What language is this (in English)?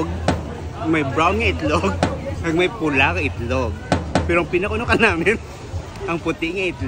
Hiligaynon